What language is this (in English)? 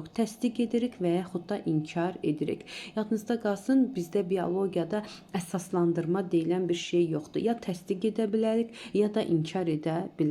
Azerbaijani